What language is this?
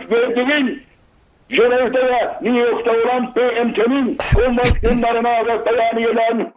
South Azerbaijani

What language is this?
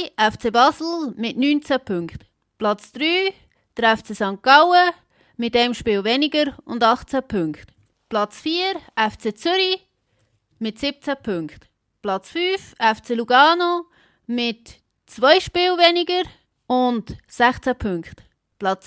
Swiss German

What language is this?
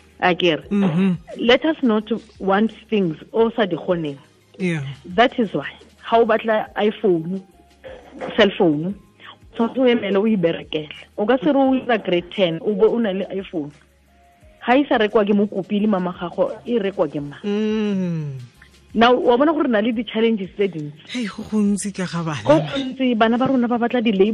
Tswana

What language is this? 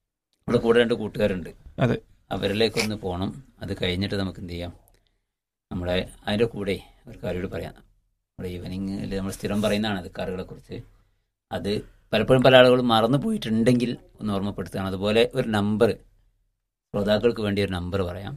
Malayalam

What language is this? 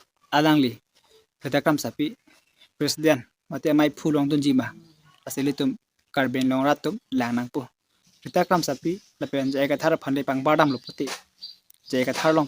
Karbi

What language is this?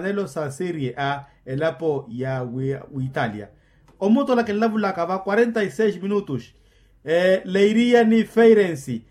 Makhuwa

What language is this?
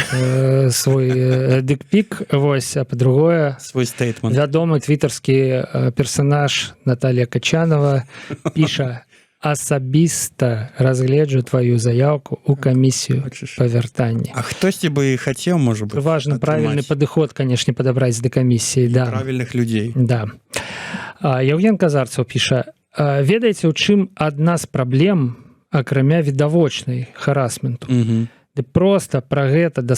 Belarusian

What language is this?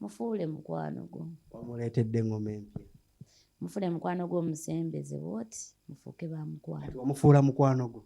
Ganda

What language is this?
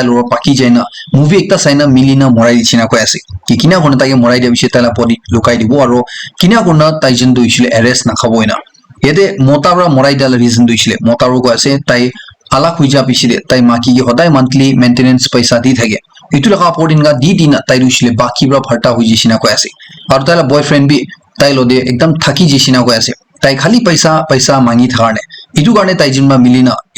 Naga Pidgin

